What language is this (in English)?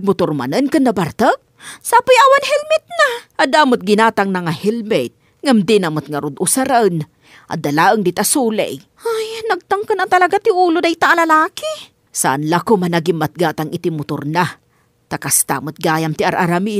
Iloko